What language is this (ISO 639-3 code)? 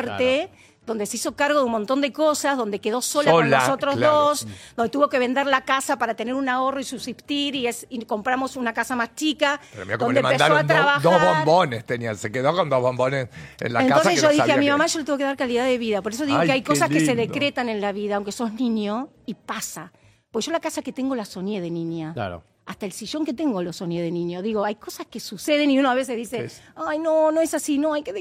spa